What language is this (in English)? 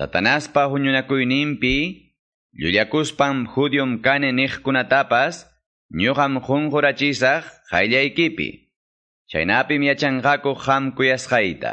Quechua